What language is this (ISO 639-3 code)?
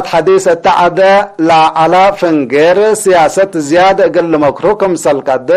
tig